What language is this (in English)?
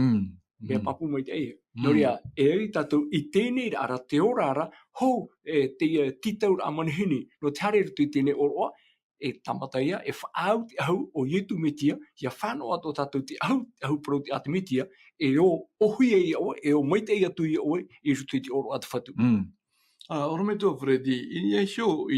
Tahitian